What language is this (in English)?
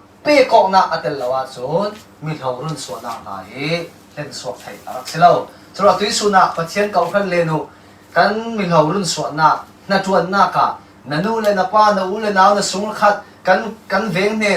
Falam Chin